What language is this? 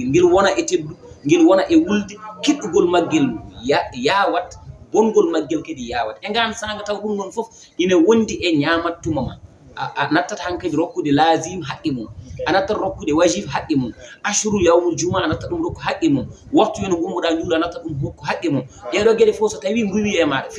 Fula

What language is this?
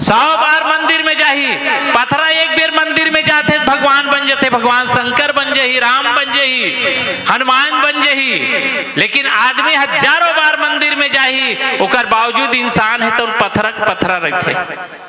Chhattisgarhi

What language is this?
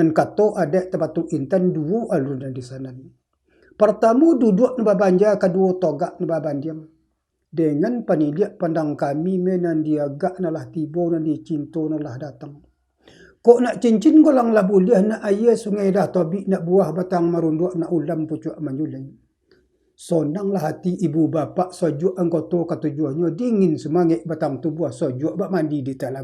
Minangkabau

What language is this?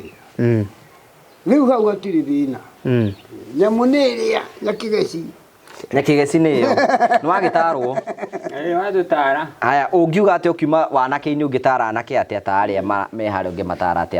Kikuyu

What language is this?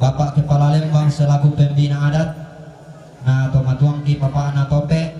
Toraja-Sa'dan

